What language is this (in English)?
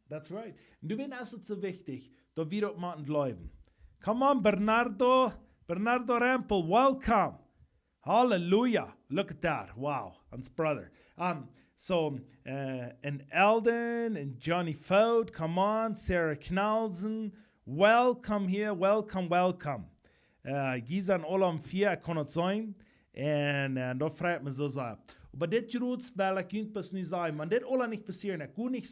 Plautdietsch